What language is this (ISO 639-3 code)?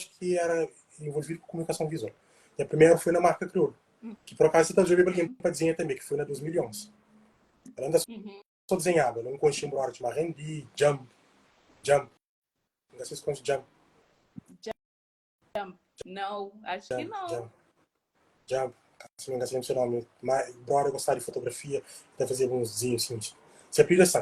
kea